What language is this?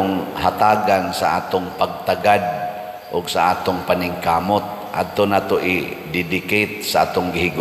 Cebuano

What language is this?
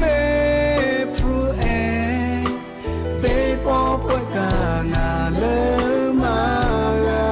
Lahu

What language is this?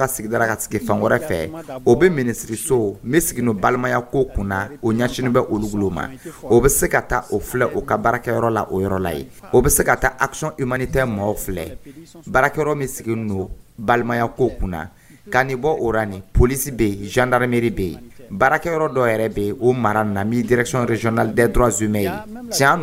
Dyula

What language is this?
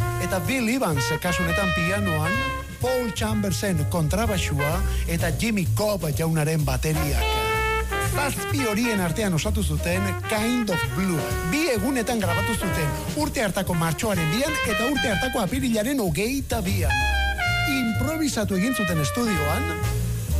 Basque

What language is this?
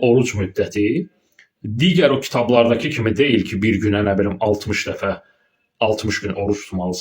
Azerbaijani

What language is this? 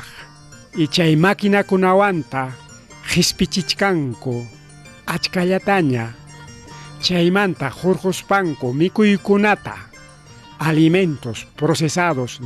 Ayacucho Quechua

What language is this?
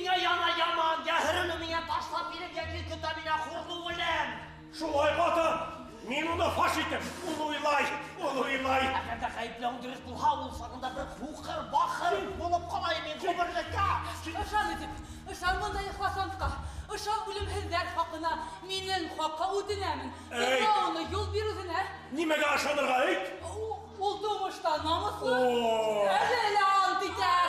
Bashkir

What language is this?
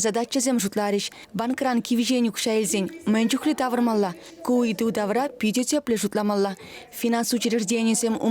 Chuvash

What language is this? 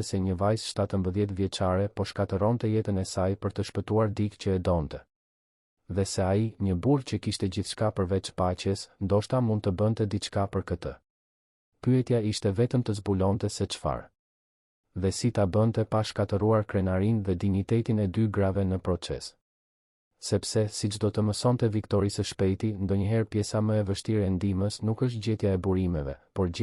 Albanian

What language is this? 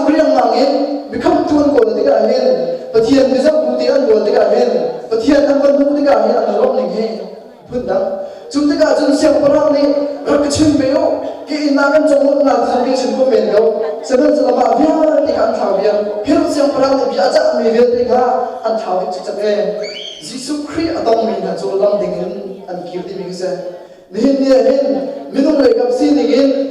Hakha Chin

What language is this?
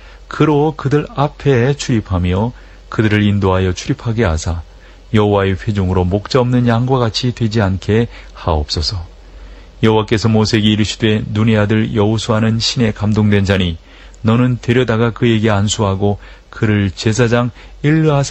Korean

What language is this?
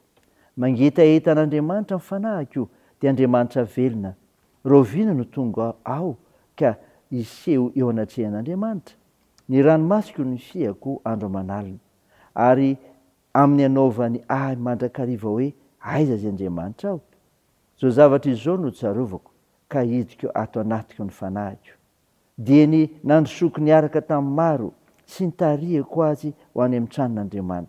Malagasy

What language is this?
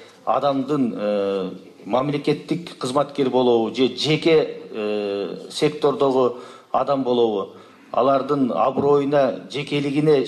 Kyrgyz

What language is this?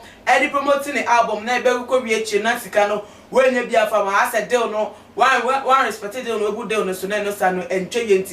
Akan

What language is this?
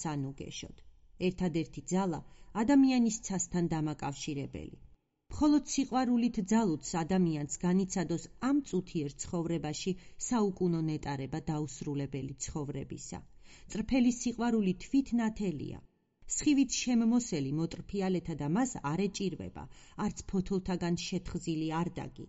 Georgian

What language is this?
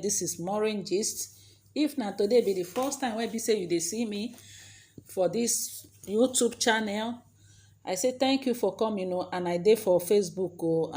Nigerian Pidgin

